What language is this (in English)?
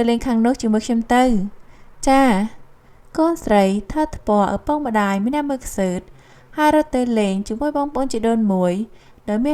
Khmer